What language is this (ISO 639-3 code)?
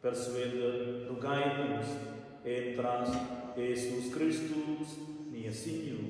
roh